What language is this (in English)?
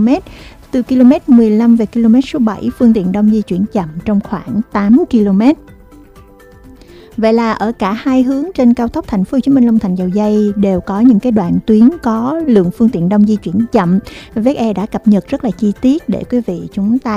Vietnamese